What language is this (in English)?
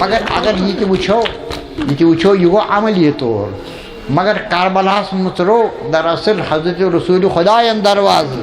Kashmiri